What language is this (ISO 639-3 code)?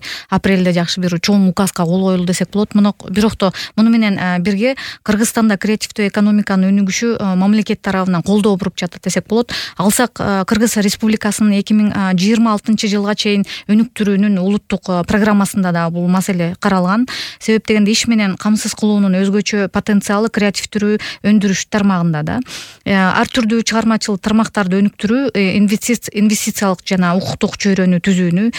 kir